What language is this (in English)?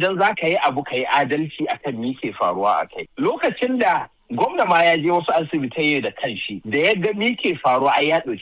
Hausa